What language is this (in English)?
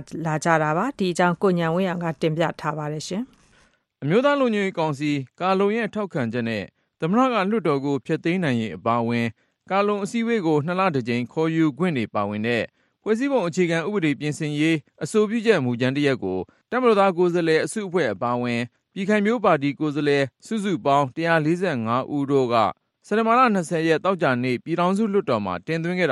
Burmese